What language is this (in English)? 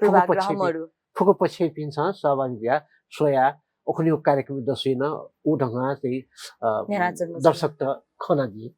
Newari